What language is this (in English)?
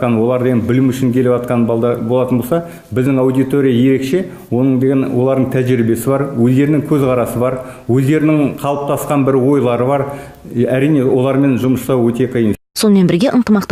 Kazakh